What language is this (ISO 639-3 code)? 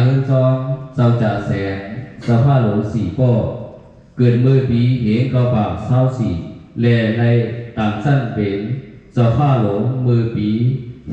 shn